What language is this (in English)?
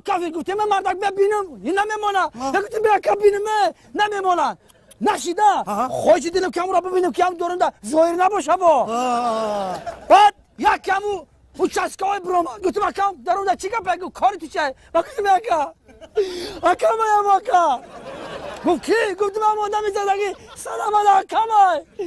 Tajik